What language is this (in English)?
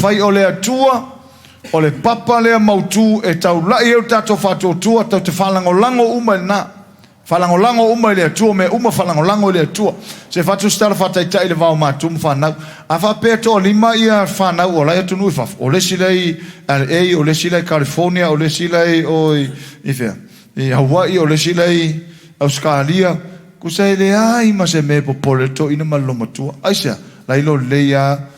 Samoan